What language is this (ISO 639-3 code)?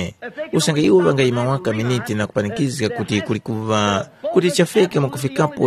tum